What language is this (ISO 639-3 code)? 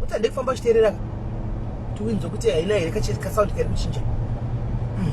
sna